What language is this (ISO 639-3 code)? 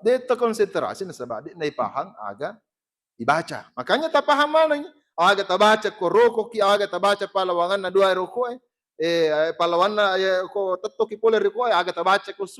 bug